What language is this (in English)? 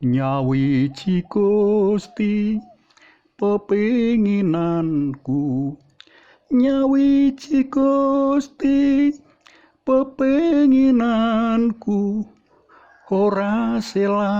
Javanese